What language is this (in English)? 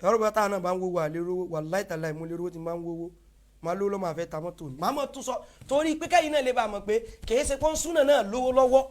Yoruba